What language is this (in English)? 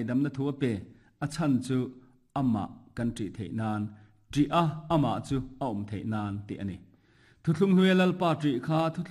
Mizo